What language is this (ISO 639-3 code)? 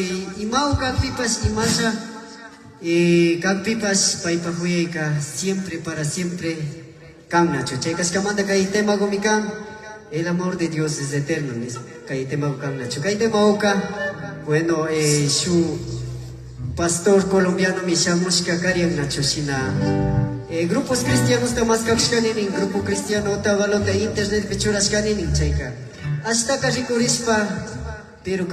qvi